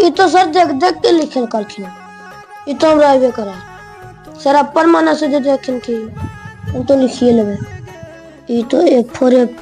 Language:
Magahi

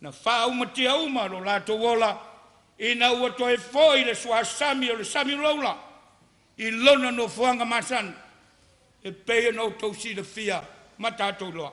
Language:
Samoan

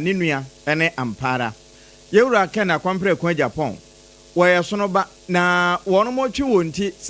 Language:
Akan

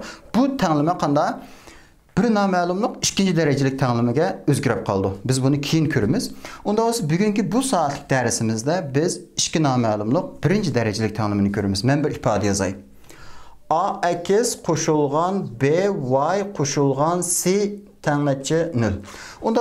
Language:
Uyghur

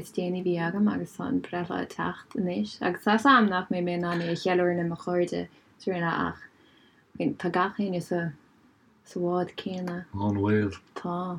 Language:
Irish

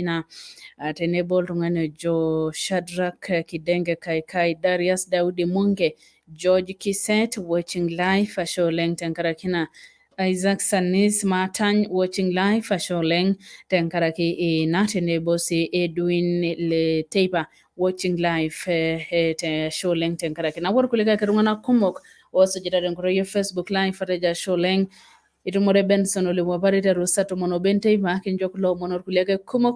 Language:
Masai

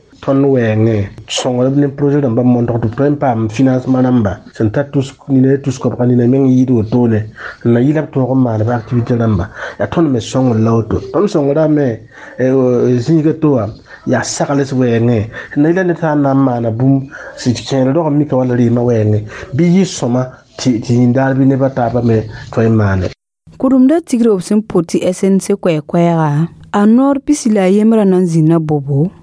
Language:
Mossi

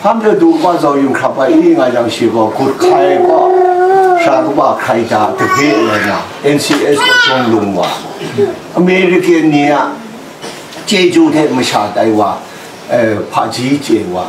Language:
Kachin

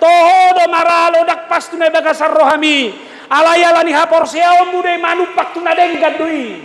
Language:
Batak Toba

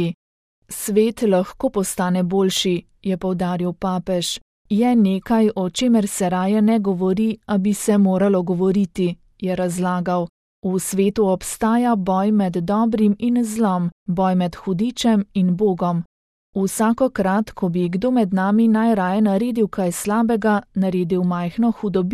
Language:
Slovenian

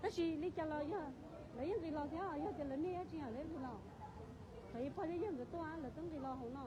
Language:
Hmong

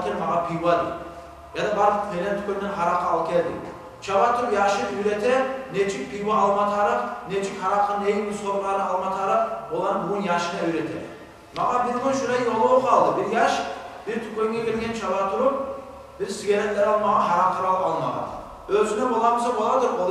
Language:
Kumyk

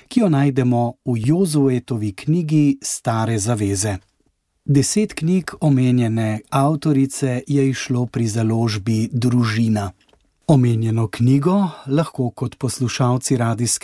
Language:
Slovenian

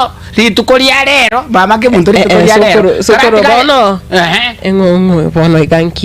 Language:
Gusii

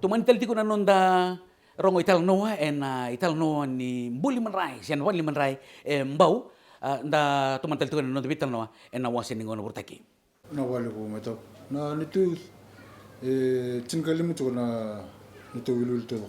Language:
Fijian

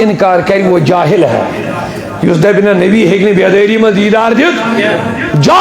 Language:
Kashmiri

